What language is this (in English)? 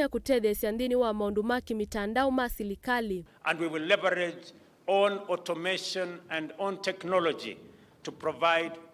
Kamba